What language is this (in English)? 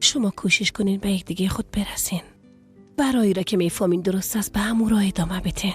Persian